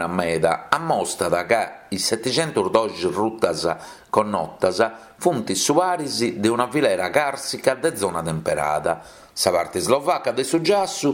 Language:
Sardinian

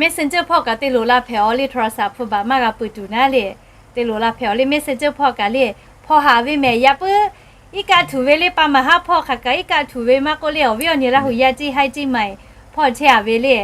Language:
Lahu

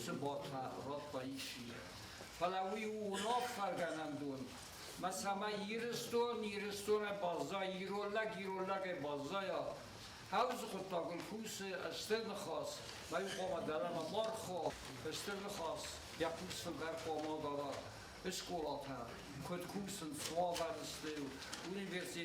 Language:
Ossetic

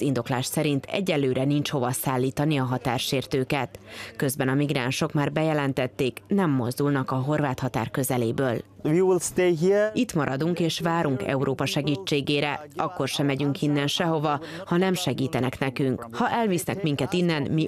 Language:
Hungarian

